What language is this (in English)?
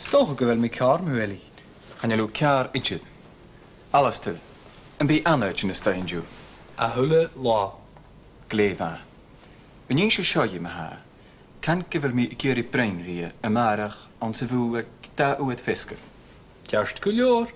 Scottish Gaelic